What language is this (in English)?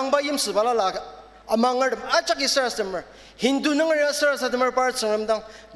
Ao Naga